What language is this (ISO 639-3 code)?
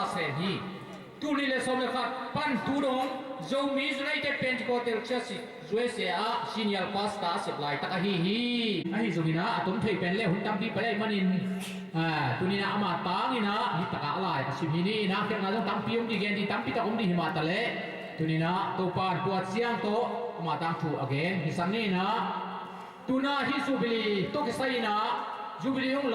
ctd